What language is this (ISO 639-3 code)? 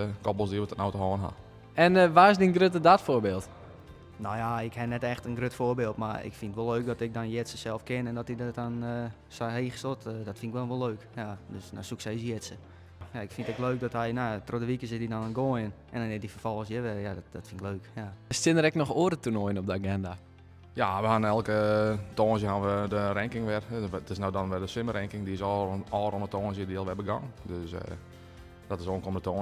fry